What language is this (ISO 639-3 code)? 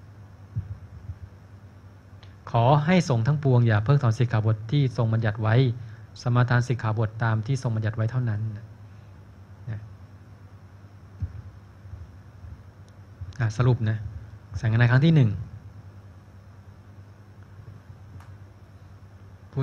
tha